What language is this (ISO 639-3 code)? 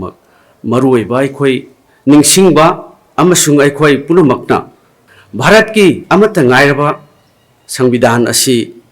mni